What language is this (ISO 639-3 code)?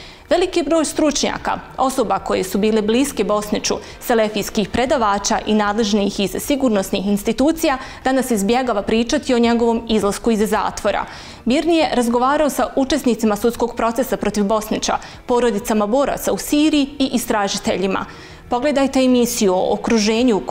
bos